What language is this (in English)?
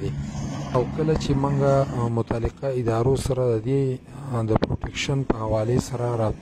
Pashto